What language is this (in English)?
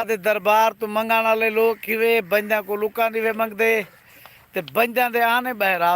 Saraiki